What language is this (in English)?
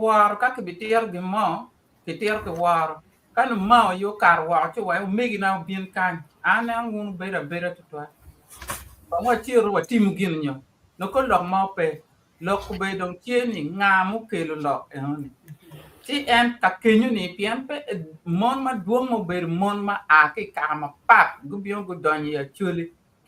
Acoli